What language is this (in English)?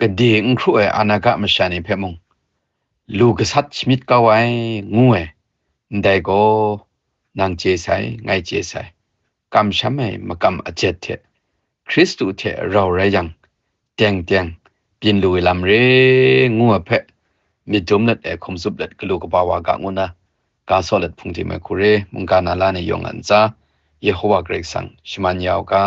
Kachin